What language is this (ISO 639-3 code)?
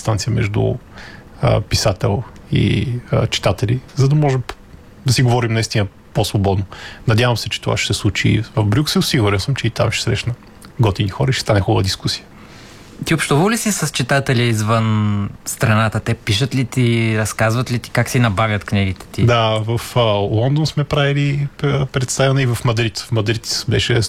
bul